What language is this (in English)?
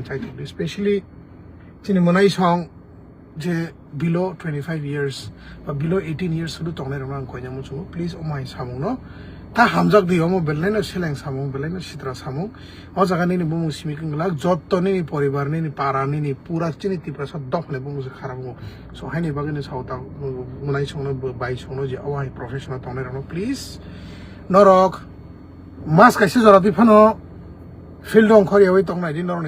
Kok Borok